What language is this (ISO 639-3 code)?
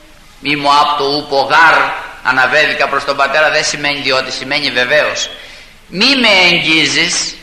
ell